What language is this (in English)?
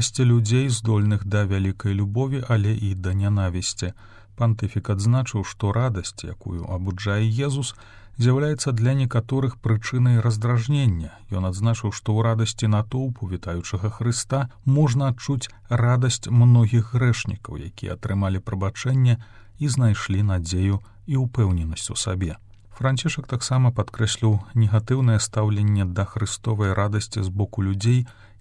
Belarusian